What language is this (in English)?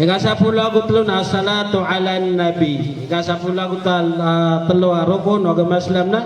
Maranao